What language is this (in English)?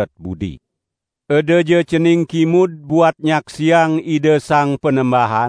Balinese